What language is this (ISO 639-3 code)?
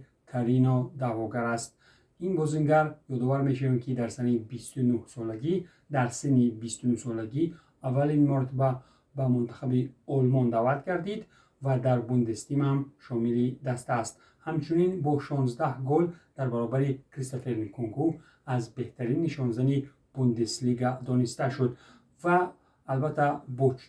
tgk